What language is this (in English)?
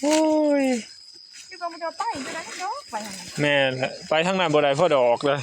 Northeastern Thai